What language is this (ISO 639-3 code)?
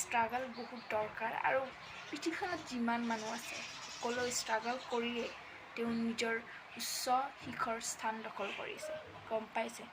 asm